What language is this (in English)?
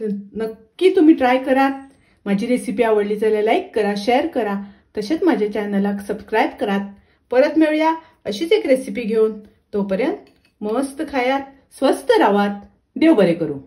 Konkani